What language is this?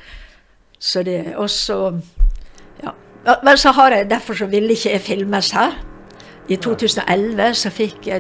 Norwegian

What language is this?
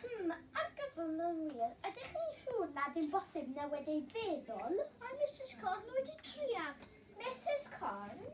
Welsh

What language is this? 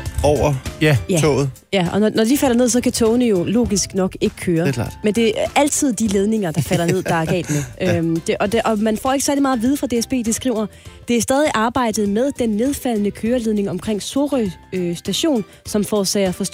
Danish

